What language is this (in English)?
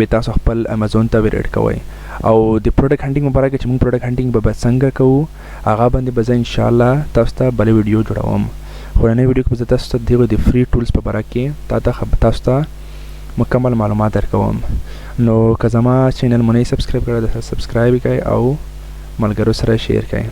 Pashto